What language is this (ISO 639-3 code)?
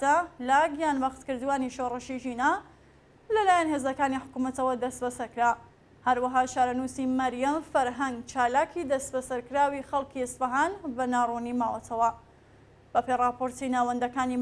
ckb